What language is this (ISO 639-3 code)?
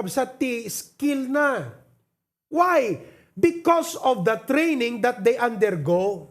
ilo